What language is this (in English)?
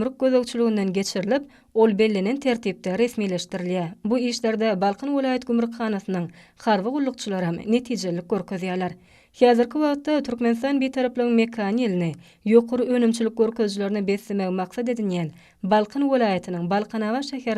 Turkmen